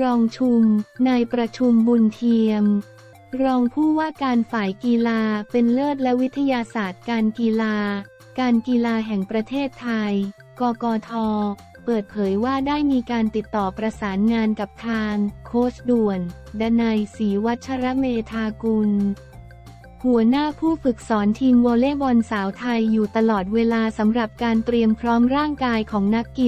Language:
Thai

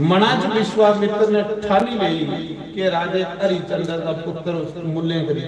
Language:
Dogri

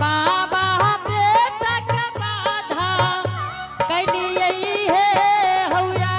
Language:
Angika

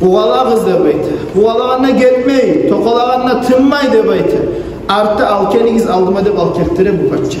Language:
Kumyk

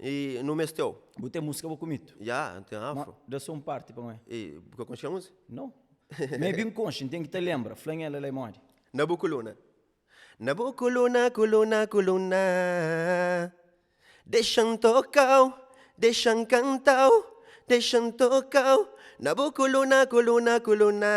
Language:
Kabuverdianu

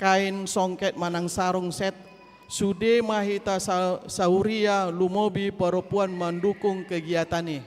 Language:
Batak Toba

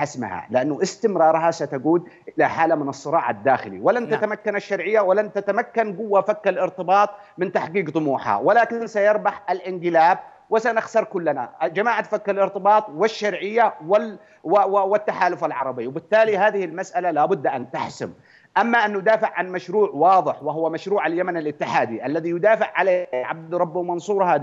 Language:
Arabic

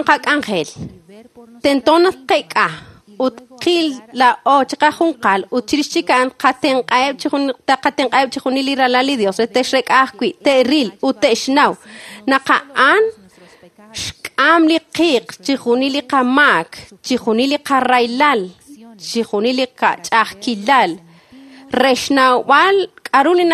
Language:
Kekchí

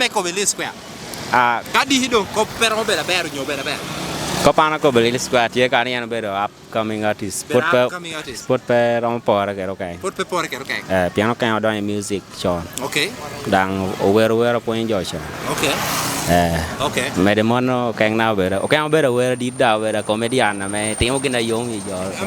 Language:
Lango (Uganda)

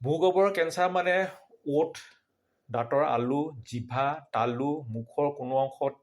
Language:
Assamese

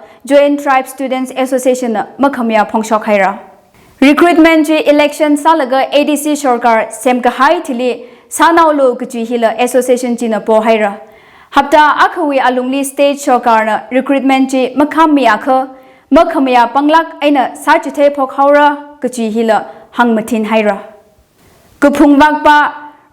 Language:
Tangkhul Naga (India)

